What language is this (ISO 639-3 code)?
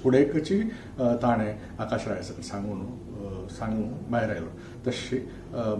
kok